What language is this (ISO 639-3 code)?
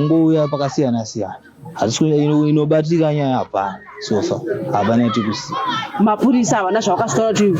sna